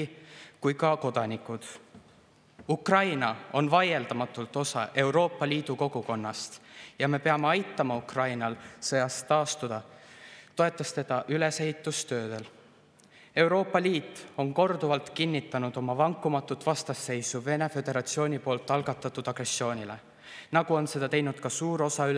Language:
Estonian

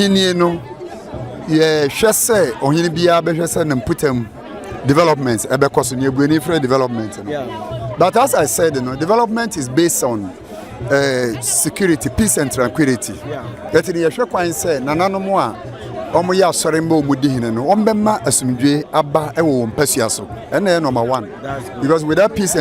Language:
Akan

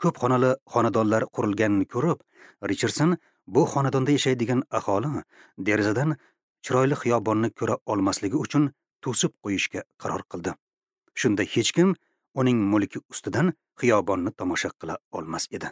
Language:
Uzbek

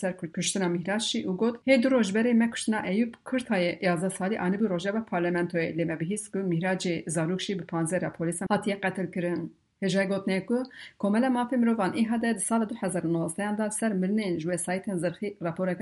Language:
Kurdish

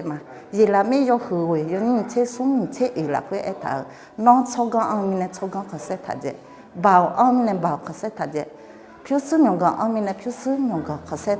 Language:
Akha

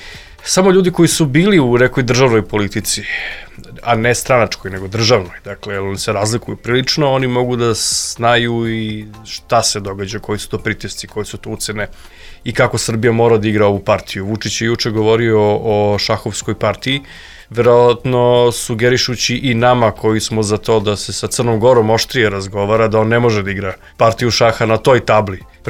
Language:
Serbian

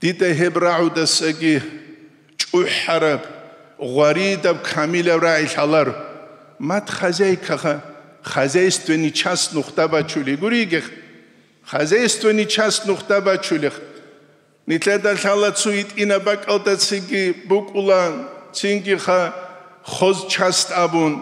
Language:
Avaric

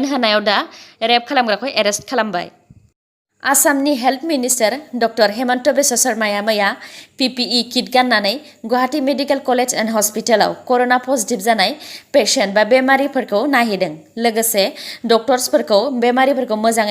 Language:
Bodo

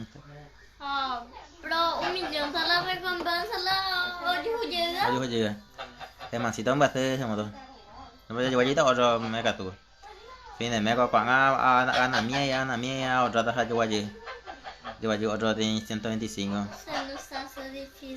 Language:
Guarani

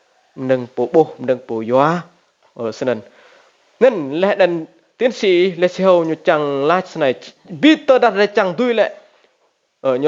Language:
Rade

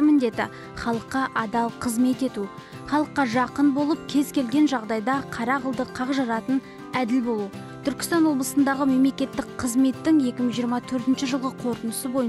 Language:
Kazakh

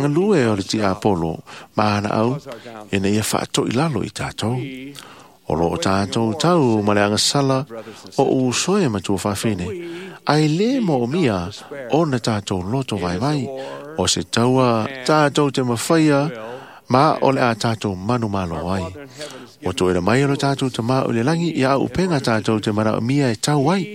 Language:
Samoan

